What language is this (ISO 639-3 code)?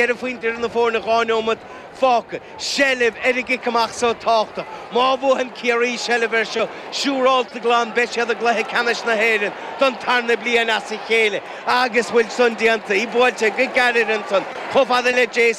gle